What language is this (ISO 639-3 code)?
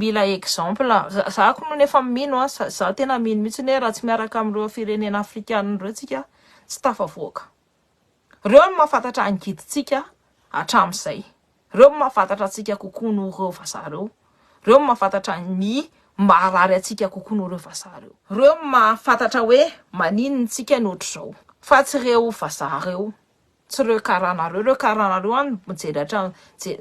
mlg